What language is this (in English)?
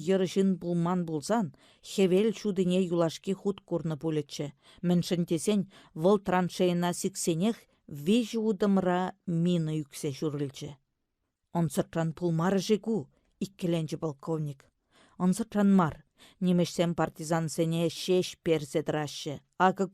Chuvash